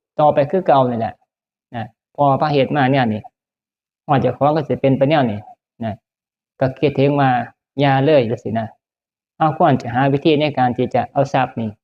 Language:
Northeastern Thai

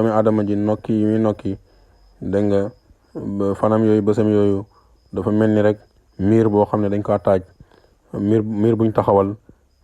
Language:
Wolof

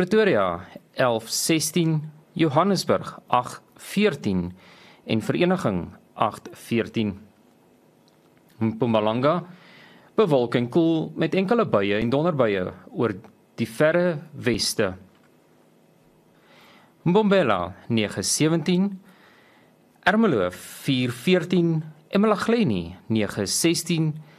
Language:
Afrikaans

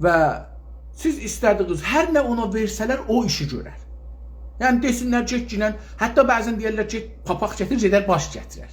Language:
South Azerbaijani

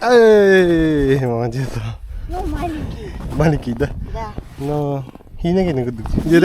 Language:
Yakut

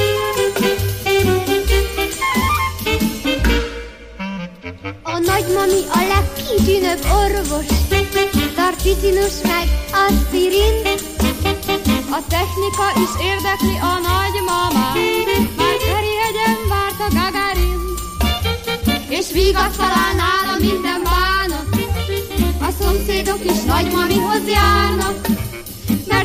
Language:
Hungarian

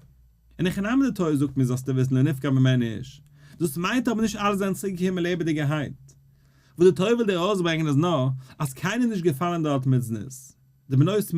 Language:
Yiddish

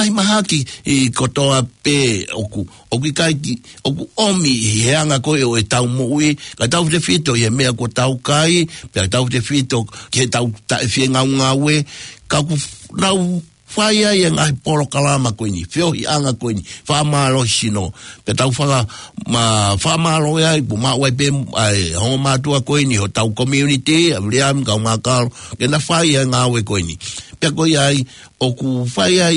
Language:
Tongan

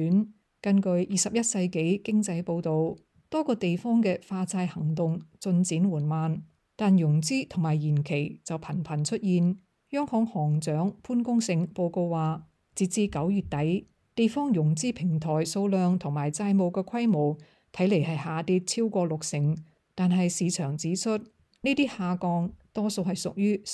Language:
Cantonese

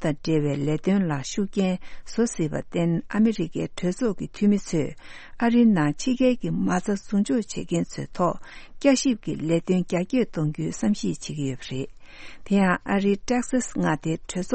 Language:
Tibetan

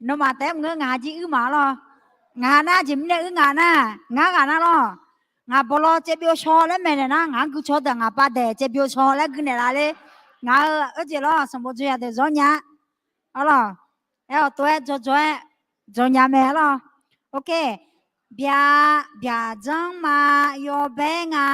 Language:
Akha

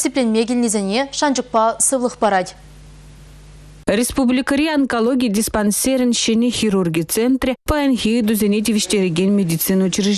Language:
Chuvash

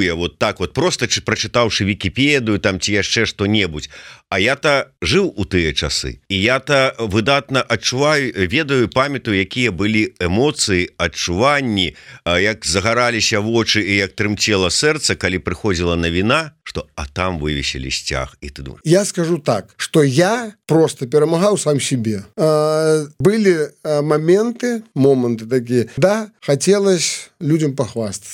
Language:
Belarusian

